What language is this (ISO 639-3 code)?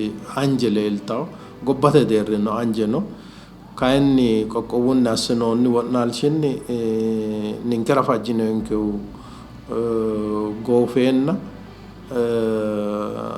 sid